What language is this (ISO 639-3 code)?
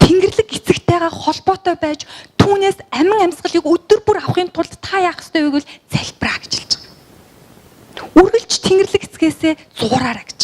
mon